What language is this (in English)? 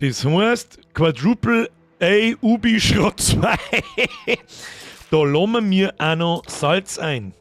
Bavarian